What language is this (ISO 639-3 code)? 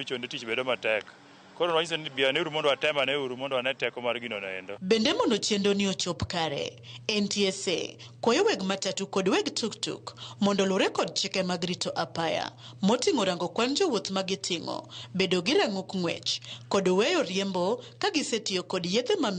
luo